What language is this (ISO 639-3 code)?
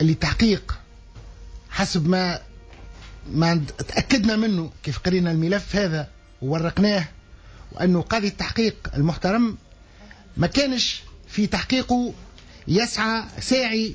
aeb